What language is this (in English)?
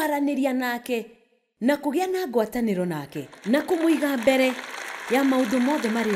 Kikuyu